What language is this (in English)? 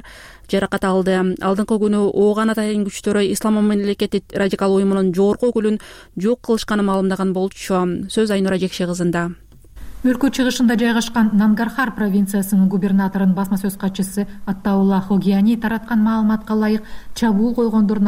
Kyrgyz